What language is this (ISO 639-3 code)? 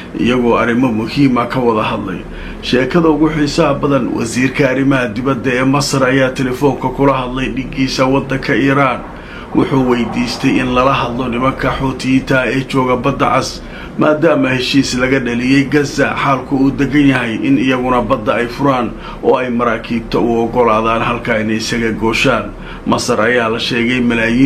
som